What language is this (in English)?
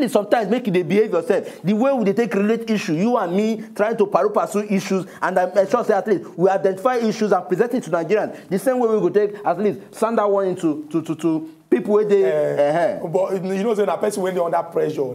Nigerian Pidgin